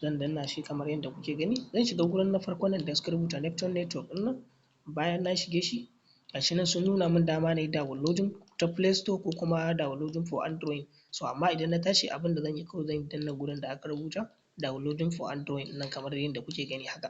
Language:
Hausa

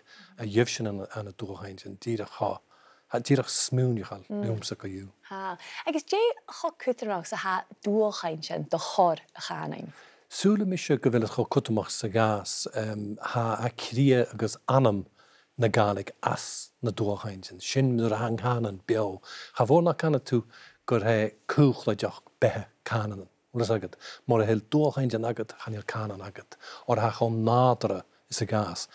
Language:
Scottish Gaelic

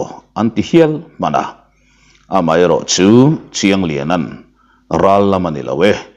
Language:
Mizo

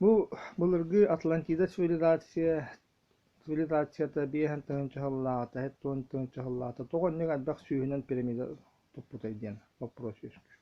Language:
Yakut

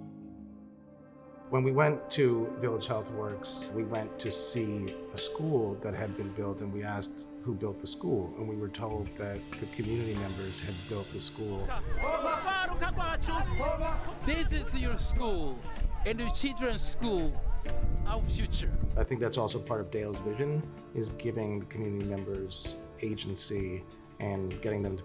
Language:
English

